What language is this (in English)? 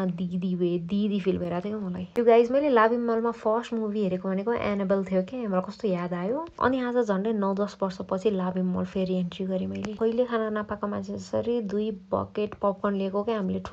Nepali